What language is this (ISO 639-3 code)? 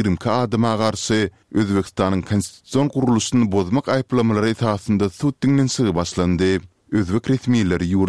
tuk